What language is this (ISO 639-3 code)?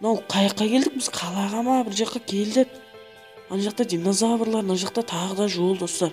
kaa